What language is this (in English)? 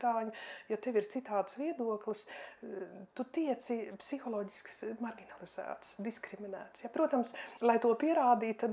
Latvian